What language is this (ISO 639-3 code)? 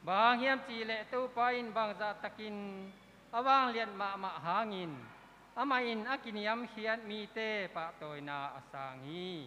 ctd